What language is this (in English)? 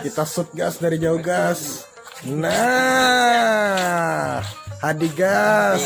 Banjar